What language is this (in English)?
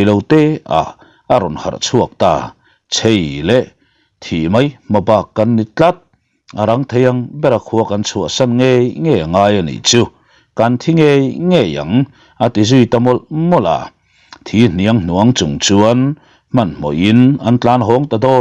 Mizo